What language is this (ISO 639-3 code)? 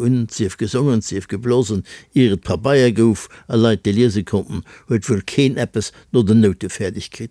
ltz